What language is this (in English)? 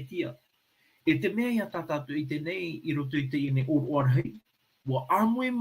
Tahitian